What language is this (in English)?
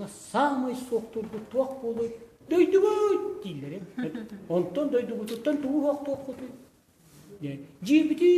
Yakut